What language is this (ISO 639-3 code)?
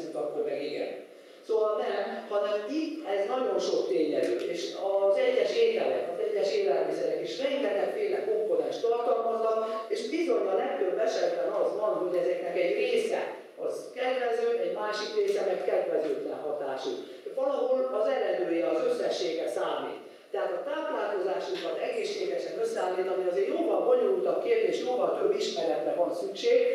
hun